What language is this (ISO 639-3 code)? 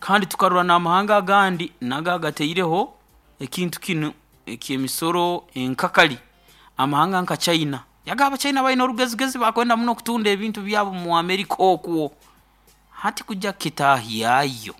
nyo